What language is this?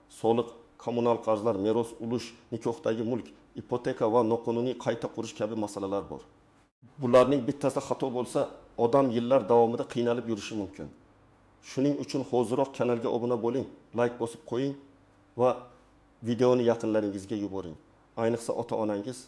Uzbek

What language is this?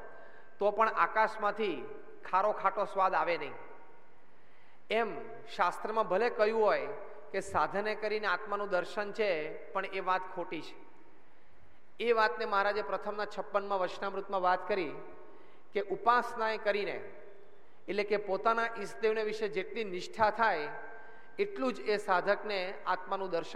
Gujarati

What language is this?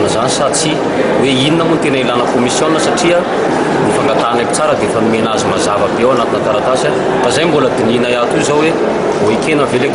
Malagasy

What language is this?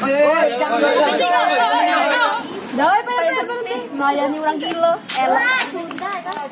Musi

